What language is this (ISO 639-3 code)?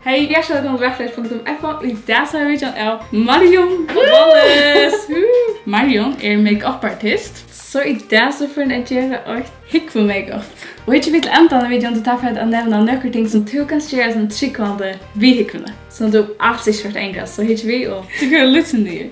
fao